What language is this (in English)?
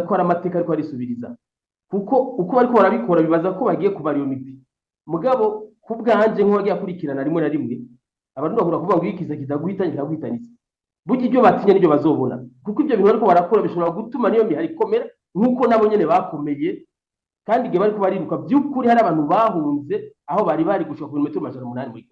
Rundi